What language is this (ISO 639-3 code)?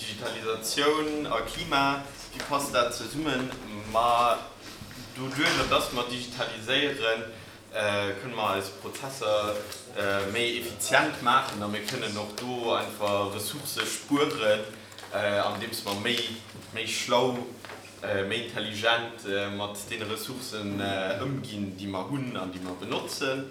ltz